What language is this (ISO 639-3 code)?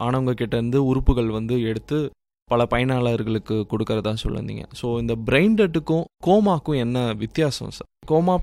tam